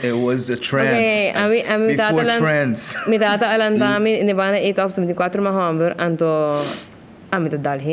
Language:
Papiamento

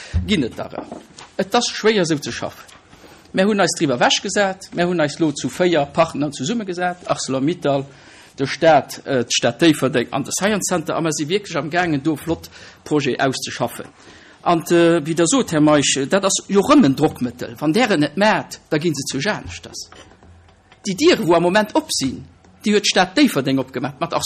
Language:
Luxembourgish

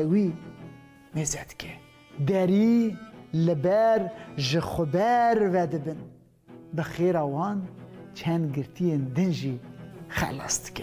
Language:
Kurdish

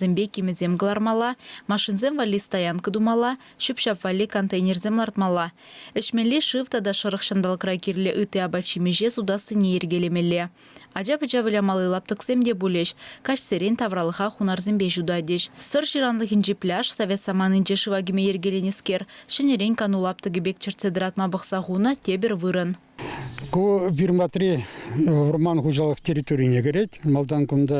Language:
Chuvash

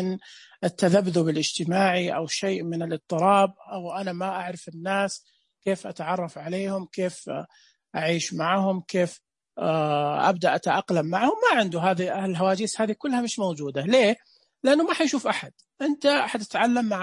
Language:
Najdi Arabic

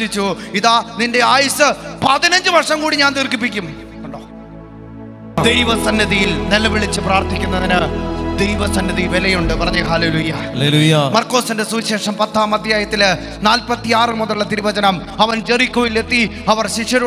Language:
Malayalam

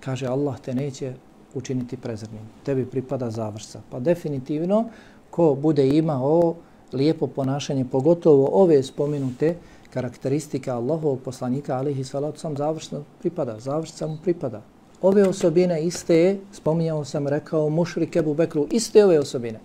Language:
Bosnian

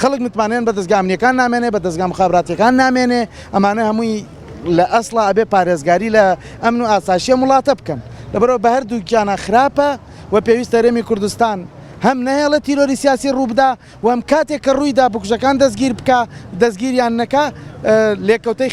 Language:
Central Kurdish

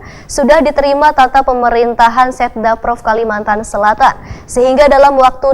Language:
Banjar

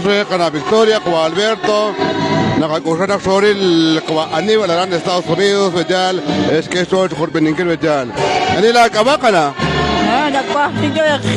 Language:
Kekchí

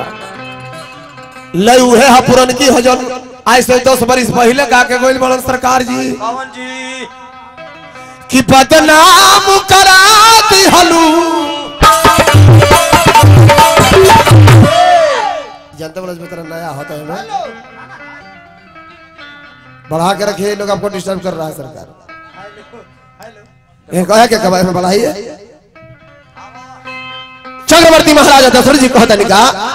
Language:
Bhojpuri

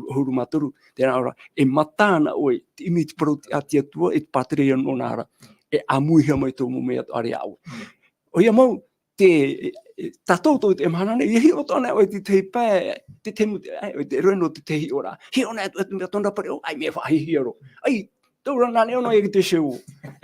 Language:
Tahitian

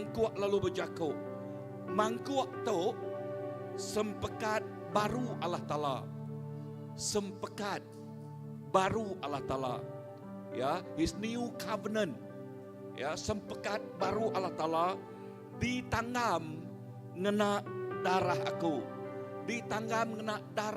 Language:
Iban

